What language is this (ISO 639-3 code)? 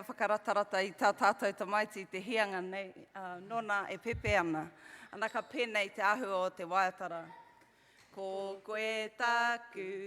mri